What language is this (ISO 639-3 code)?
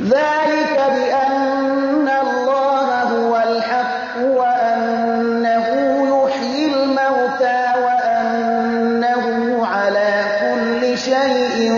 fas